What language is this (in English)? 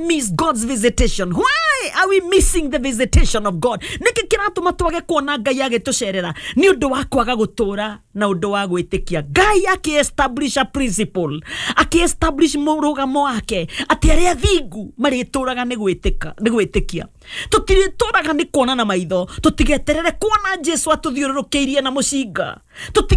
Kikuyu